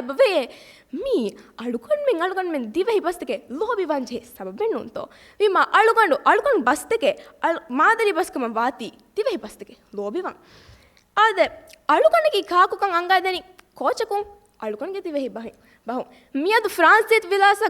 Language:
Divehi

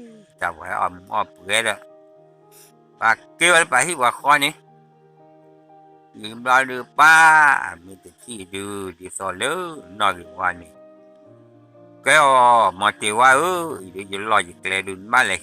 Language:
S'gaw Karen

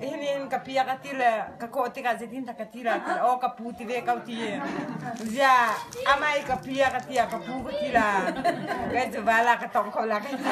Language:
Hakha Chin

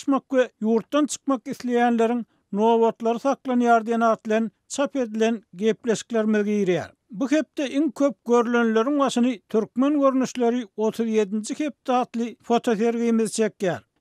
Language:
Turkmen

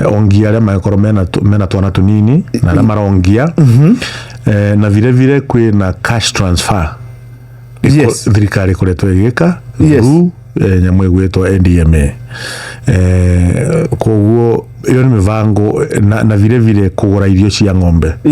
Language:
Kikuyu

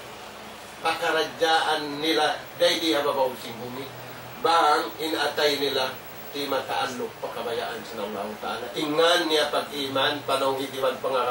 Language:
Tausug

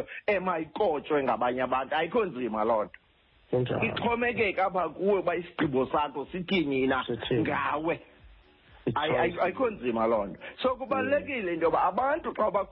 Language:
Xhosa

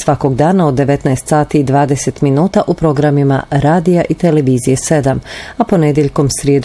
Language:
Bosnian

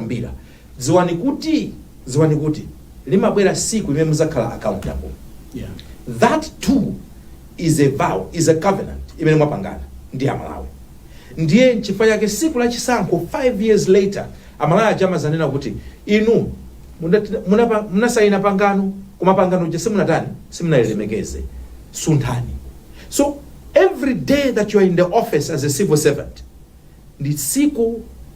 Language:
Nyanja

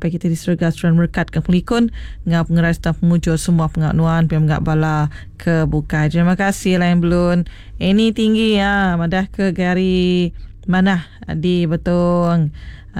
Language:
Iban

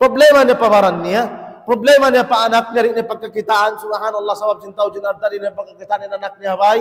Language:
Tausug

